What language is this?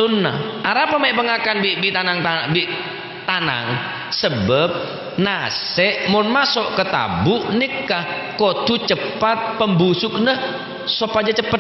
Madurese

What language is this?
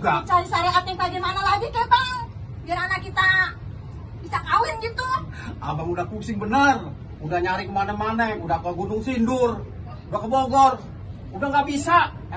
Betawi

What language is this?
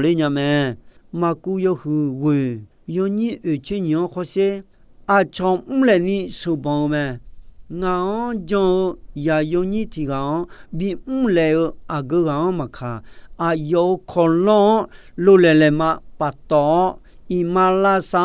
Akha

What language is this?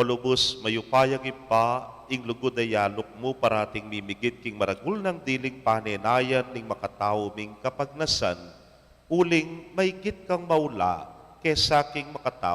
Pampanga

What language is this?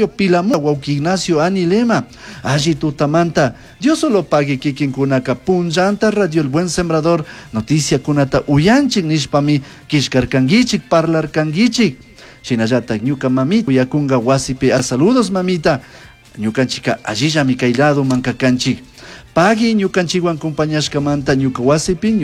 Chimborazo Highland Quichua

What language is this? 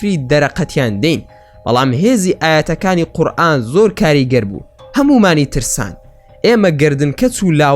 Central Kurdish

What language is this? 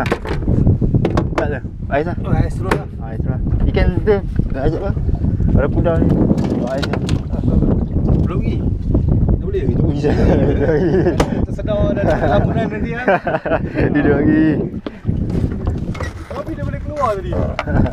Malay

